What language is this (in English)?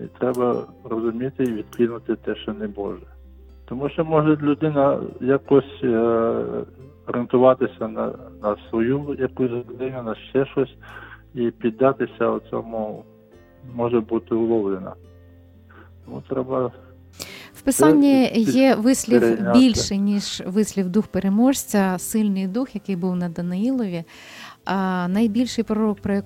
Ukrainian